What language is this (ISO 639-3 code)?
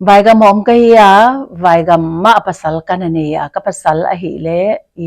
pck